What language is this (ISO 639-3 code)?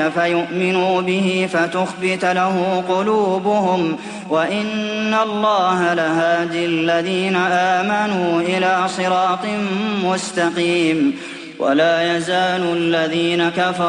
ara